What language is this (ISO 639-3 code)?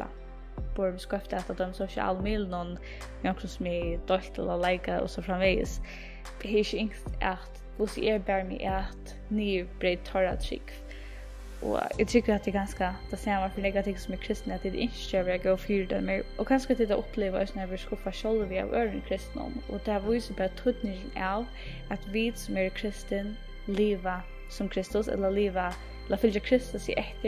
fao